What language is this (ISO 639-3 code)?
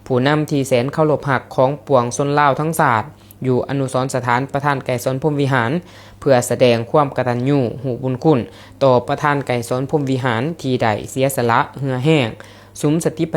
lao